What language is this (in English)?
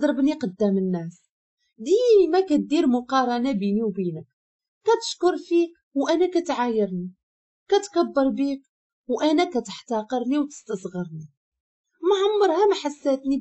Moroccan Arabic